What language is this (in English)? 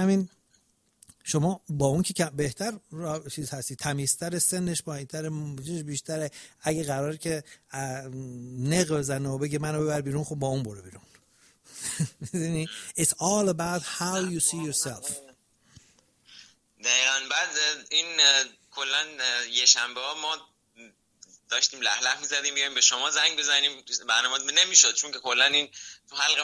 Persian